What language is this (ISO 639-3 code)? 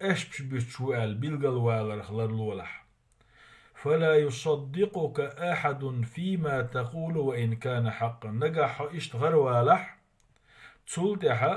che